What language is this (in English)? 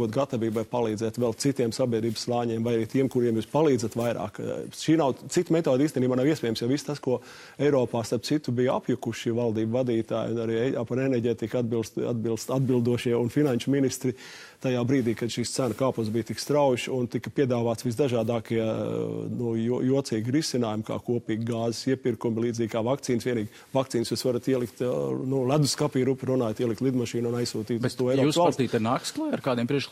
Latvian